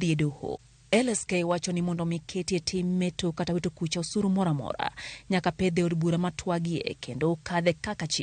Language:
Luo (Kenya and Tanzania)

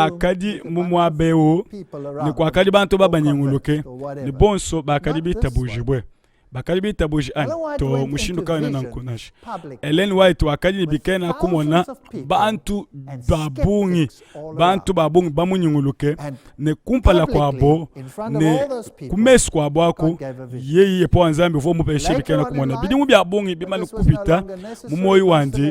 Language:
Luba-Lulua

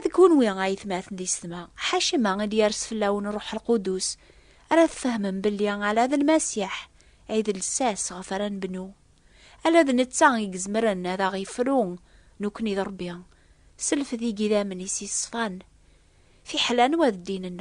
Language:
Kabyle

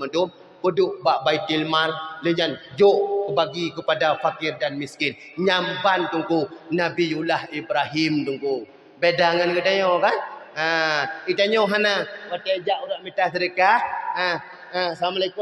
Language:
Achinese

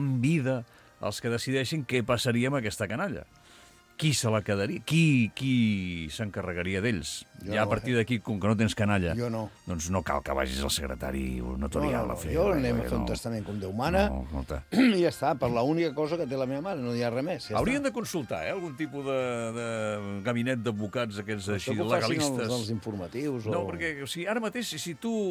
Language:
Catalan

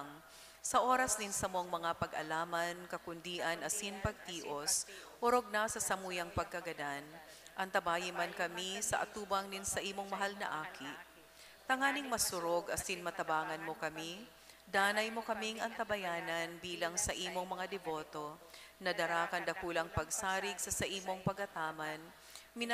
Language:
Bikol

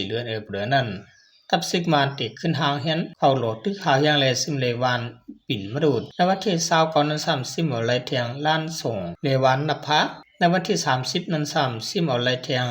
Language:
Shan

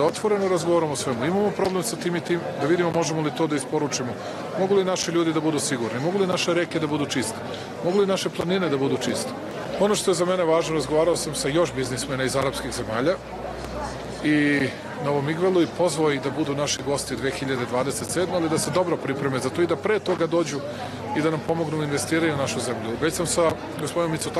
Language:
Serbian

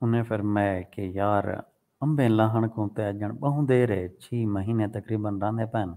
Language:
Saraiki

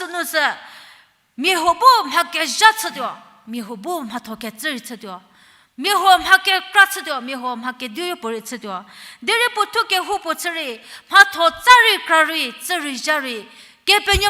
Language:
Angami Naga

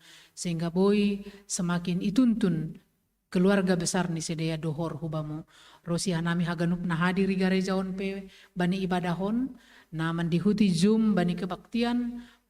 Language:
Batak Simalungun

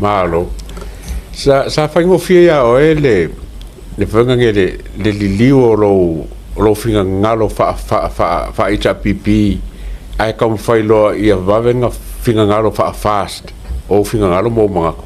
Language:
Samoan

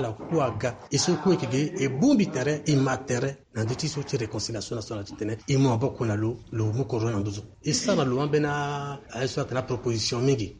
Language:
Sango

